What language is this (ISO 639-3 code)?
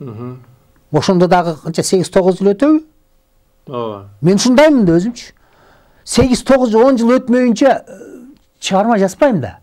kir